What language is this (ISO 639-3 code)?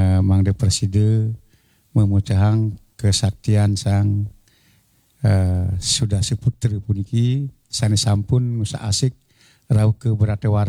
ban